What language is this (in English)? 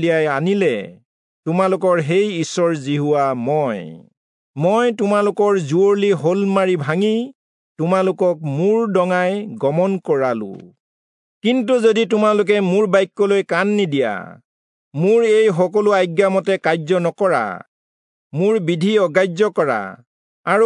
Assamese